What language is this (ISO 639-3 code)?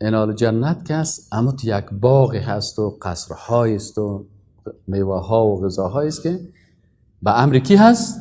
fas